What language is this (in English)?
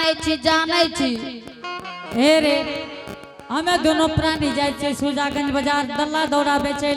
Angika